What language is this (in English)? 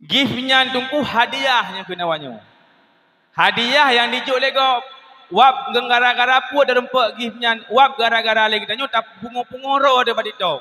Achinese